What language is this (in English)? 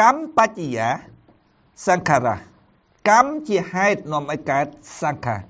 Khmer